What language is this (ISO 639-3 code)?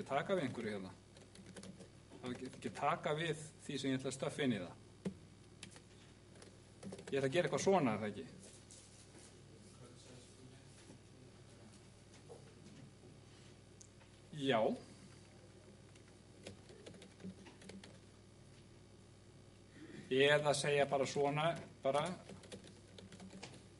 isl